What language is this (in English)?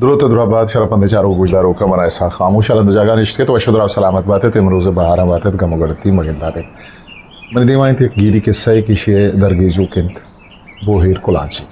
Eastern Balochi